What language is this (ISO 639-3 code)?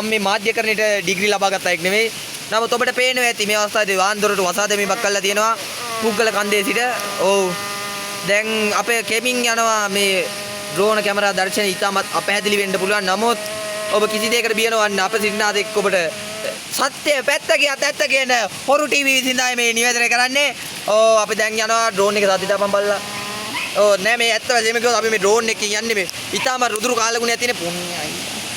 sin